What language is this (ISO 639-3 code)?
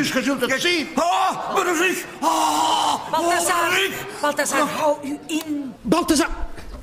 nld